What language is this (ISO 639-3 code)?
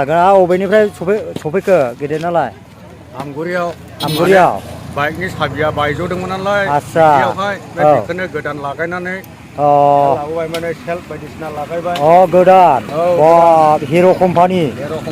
brx